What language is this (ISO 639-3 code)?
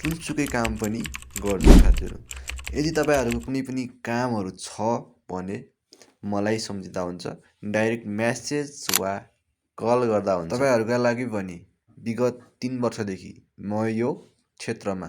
nep